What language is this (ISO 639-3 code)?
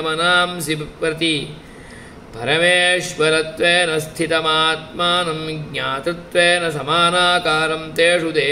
san